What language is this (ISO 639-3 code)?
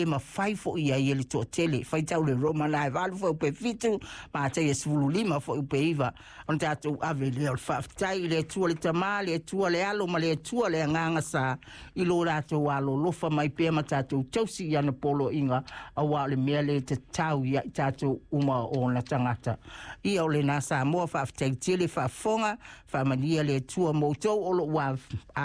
smo